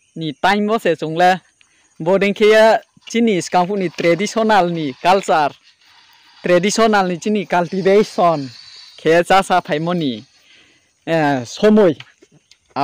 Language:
Riang (India)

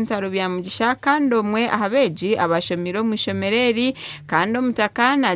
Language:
Nyankole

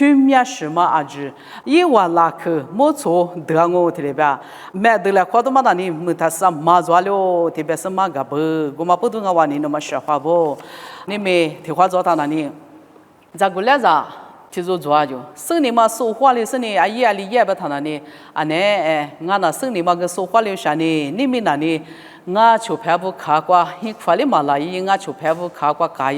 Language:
Lisu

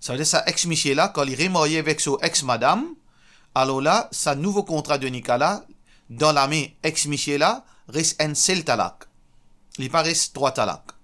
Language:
Morisyen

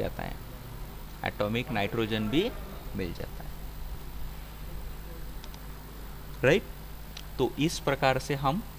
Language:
Hindi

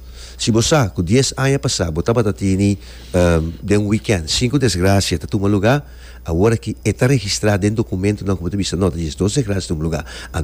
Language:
Papiamento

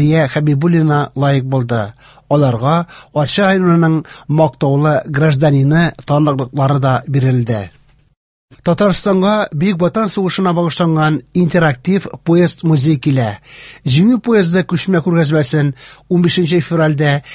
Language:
Tatar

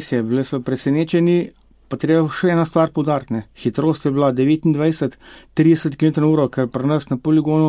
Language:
Slovenian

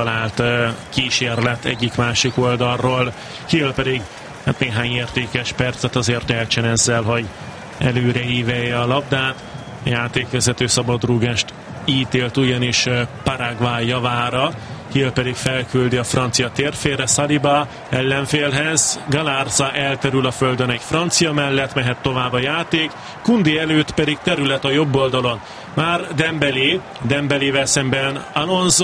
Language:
Hungarian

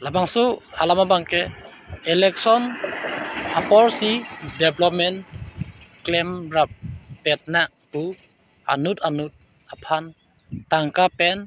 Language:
Karbi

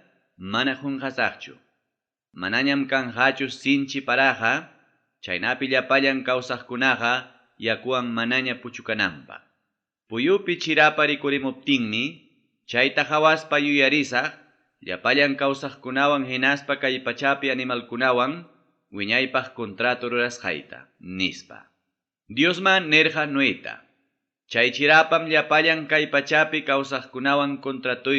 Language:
Ayacucho Quechua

